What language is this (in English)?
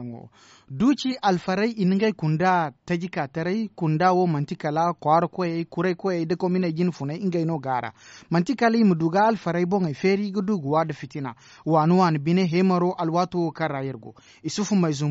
Zarma